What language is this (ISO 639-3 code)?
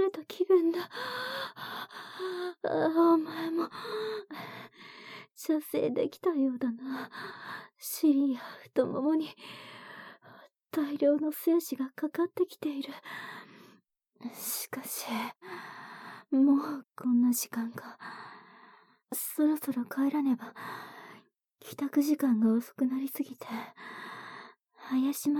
jpn